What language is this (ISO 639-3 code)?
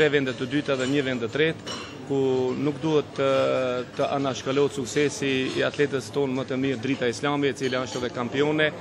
sqi